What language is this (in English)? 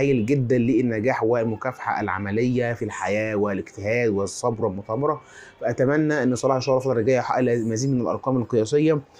Egyptian Arabic